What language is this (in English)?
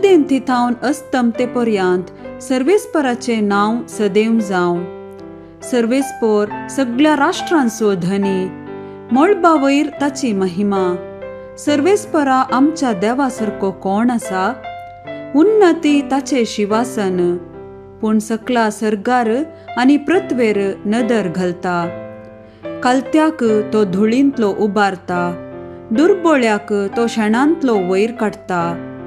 Konkani